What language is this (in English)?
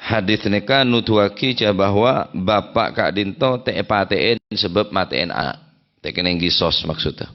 Madurese